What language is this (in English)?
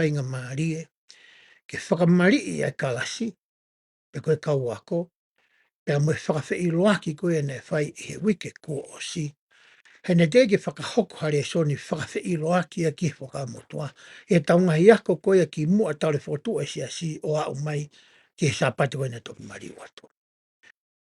Tongan